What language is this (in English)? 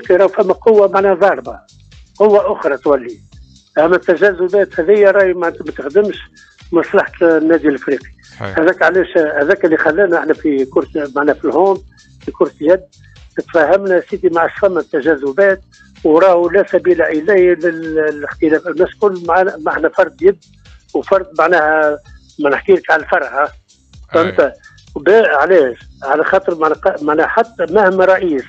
Tunisian Arabic